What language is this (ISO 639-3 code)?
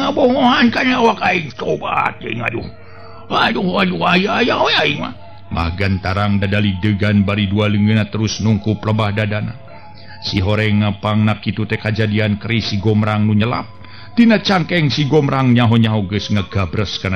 sun